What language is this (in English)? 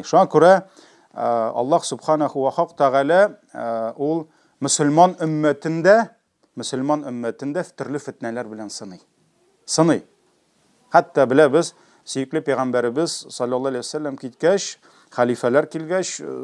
Tatar